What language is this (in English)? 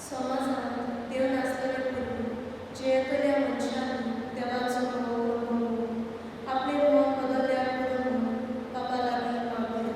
Konkani